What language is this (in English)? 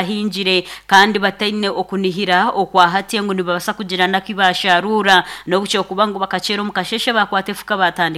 Nyankole